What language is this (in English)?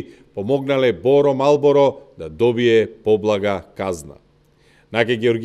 Macedonian